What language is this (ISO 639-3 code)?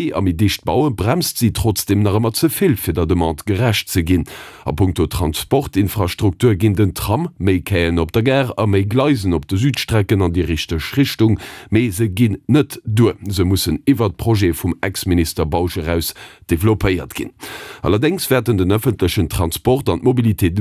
ltz